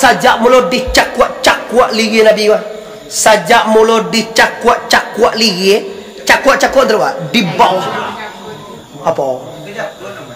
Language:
Minangkabau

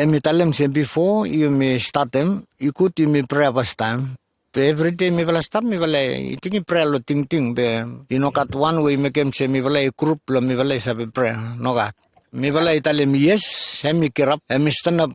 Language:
Bislama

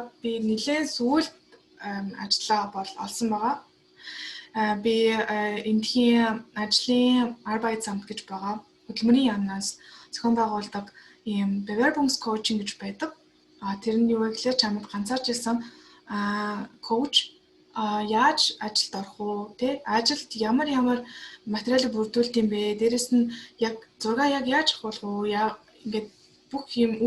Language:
Mongolian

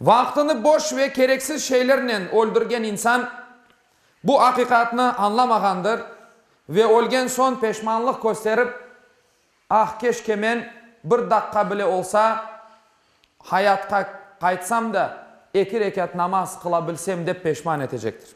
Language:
Crimean Tatar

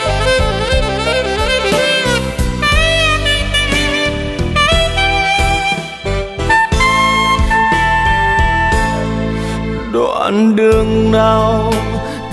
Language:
Vietnamese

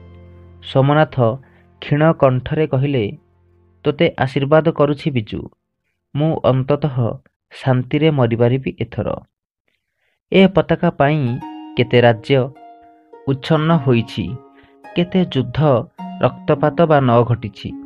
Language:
Odia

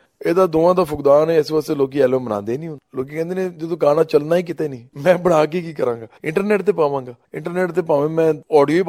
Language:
Punjabi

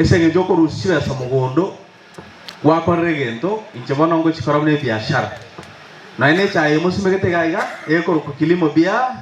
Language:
Gusii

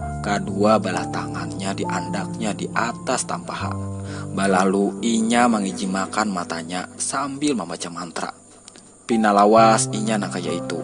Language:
Banjar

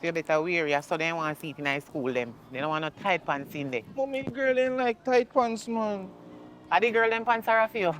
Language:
Jamaican Creole English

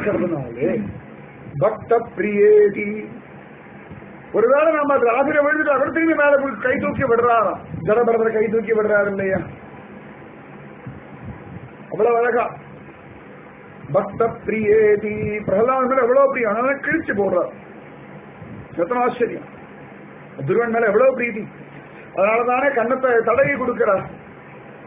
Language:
Tamil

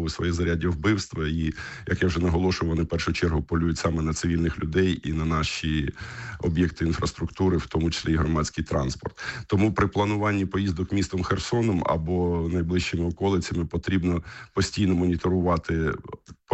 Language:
Ukrainian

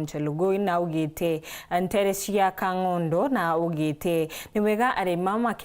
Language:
Meru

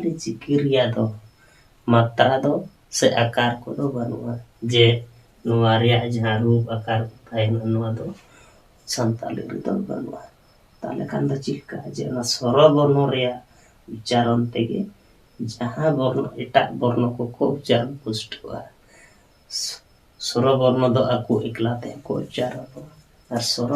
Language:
Santali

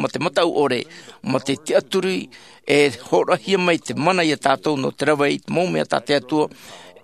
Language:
Tahitian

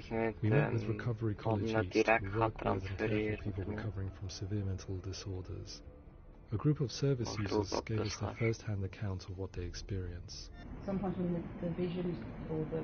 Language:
Swiss German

